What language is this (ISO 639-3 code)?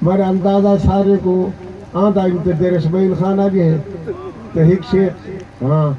skr